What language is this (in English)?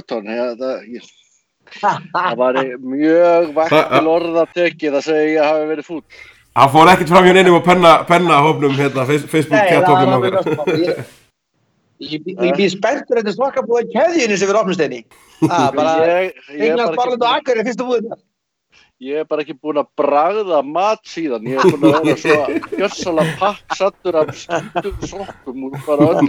Icelandic